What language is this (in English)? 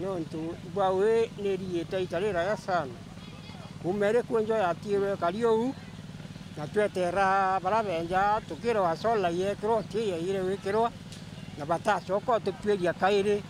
Meru